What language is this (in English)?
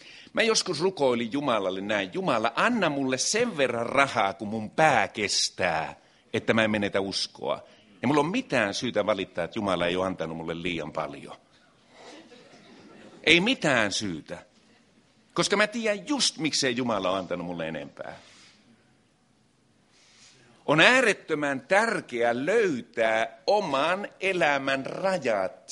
Finnish